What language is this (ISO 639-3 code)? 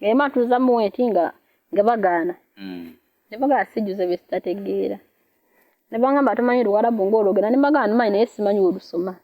lug